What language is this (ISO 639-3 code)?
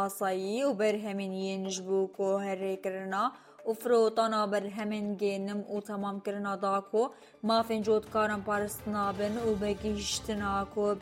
kur